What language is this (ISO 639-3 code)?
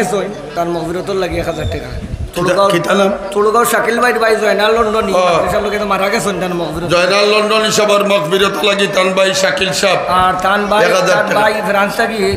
syl